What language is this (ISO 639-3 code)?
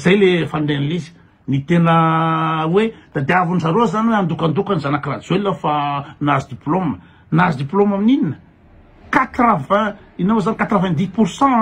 mlg